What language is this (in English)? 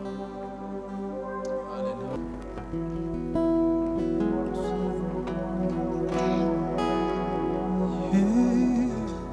Kinyarwanda